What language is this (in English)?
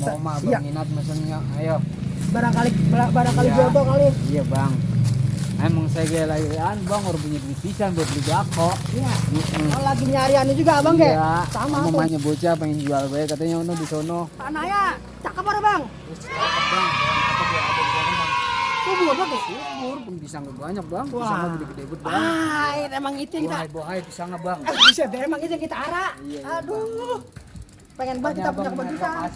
Betawi